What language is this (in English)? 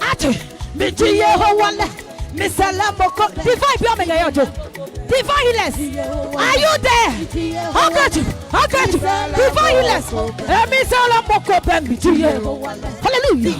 Adangme